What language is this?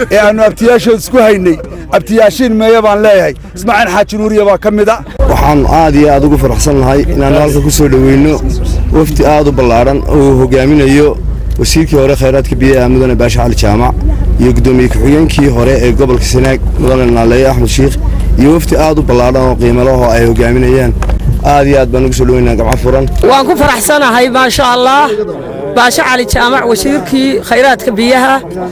Somali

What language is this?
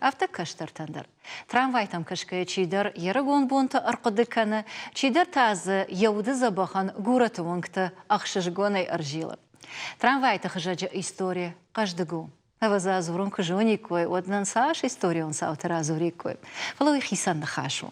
Ossetic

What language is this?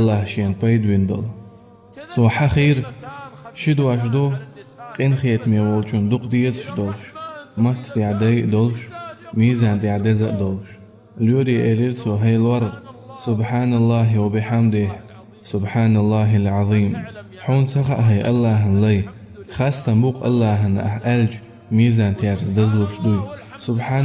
Chechen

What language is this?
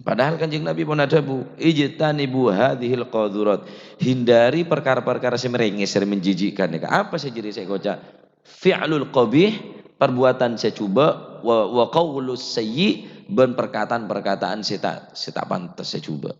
Madurese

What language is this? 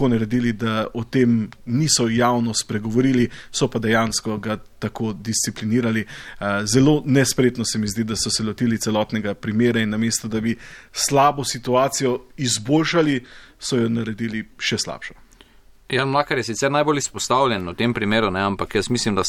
Slovenian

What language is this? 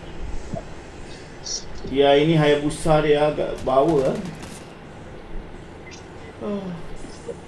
Malay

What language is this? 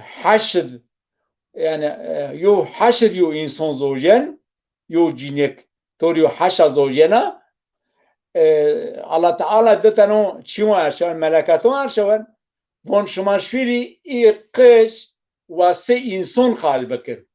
Zaza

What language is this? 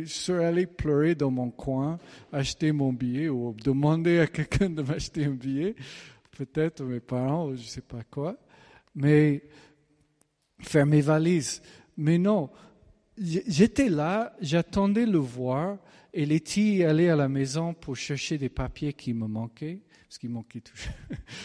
French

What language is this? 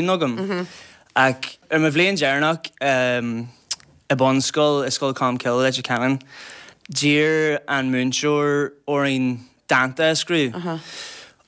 Irish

